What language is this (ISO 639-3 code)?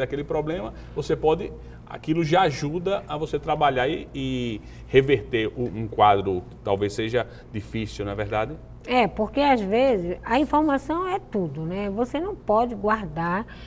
por